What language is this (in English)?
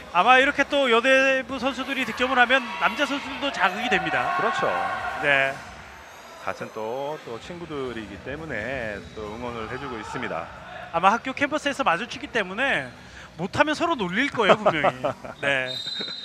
Korean